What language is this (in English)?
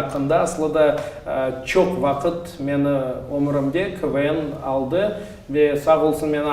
Crimean Tatar